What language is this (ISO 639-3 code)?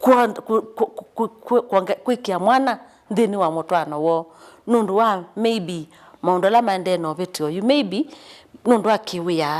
kam